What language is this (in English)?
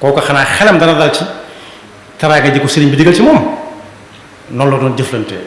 Wolof